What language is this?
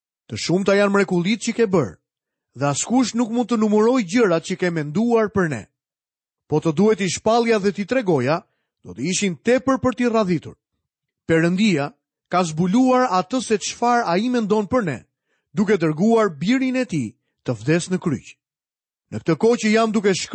Albanian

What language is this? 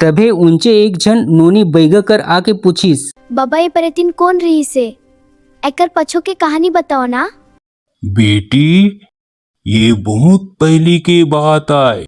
Chhattisgarhi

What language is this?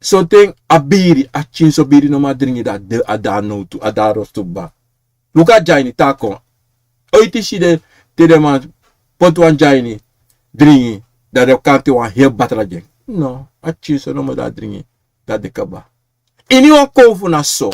Sranan Tongo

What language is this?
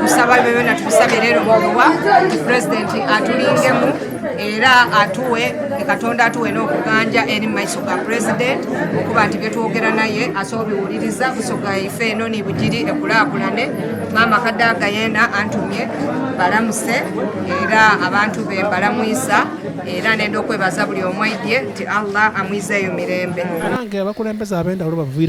Soga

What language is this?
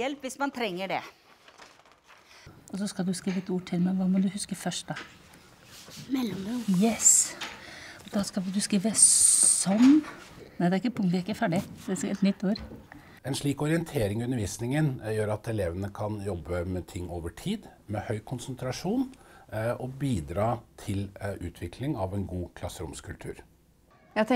Norwegian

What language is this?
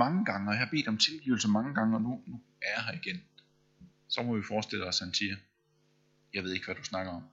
Danish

